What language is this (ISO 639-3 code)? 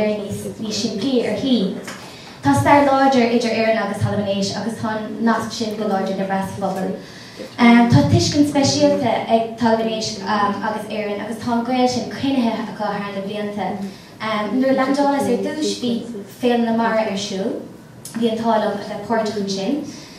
gle